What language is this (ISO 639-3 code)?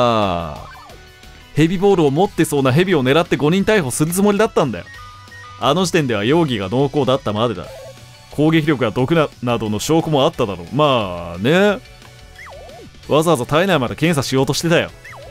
jpn